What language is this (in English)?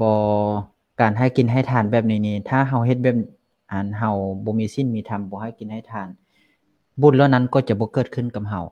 Lao